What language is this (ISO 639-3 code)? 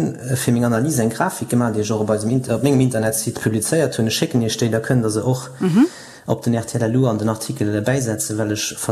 ltz